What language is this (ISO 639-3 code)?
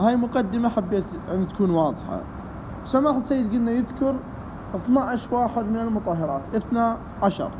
acm